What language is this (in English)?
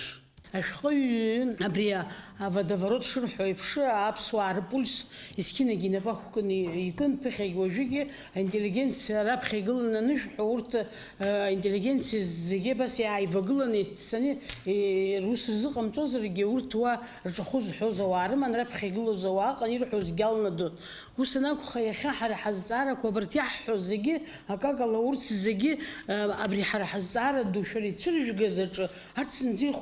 Abkhazian